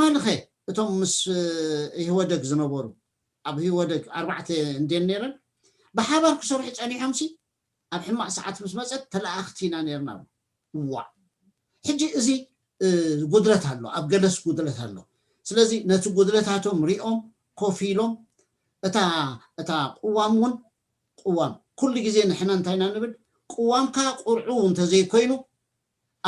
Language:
Tigrinya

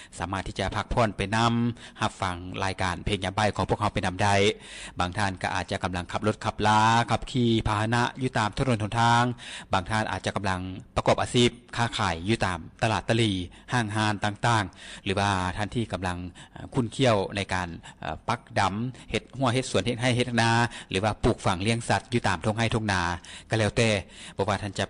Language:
Lao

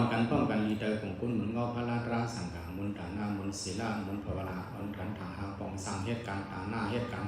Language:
Shan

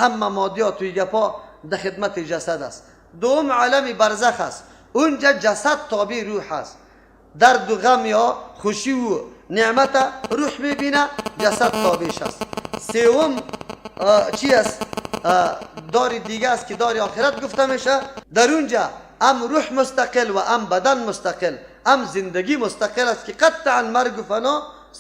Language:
Persian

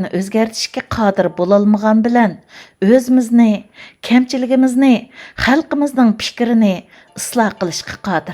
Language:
Uyghur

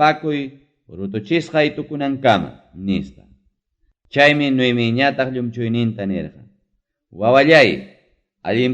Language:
Ayacucho Quechua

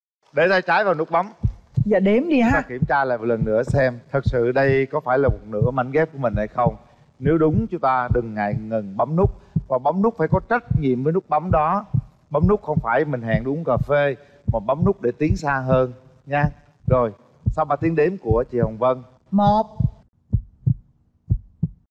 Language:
Vietnamese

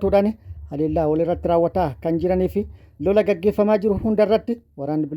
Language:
Oromo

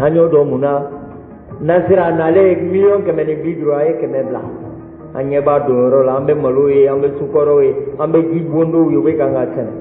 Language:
Bambara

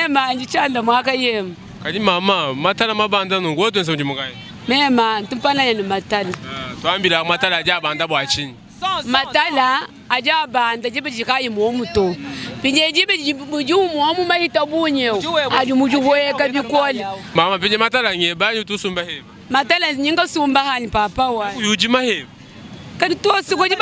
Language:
Luba-Lulua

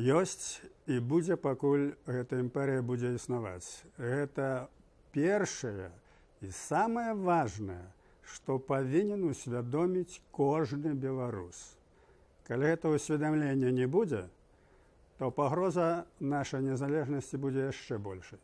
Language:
Belarusian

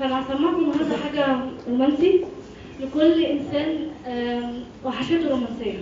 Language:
Egyptian Arabic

